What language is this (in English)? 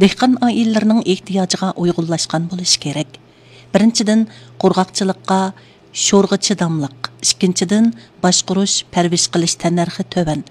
Uyghur